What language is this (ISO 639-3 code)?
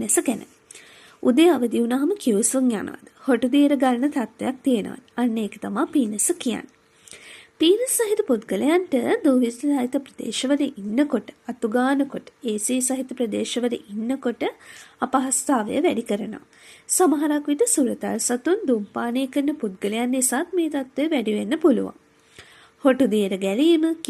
sin